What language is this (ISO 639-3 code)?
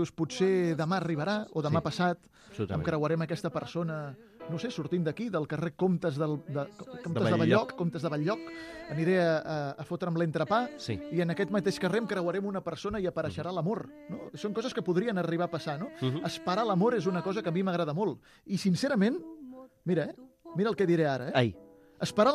cat